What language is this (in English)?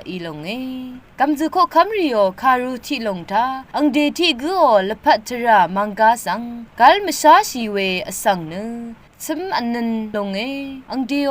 Rawang